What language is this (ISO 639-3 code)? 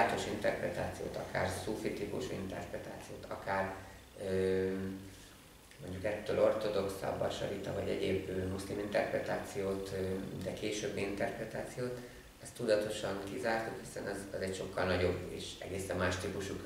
hun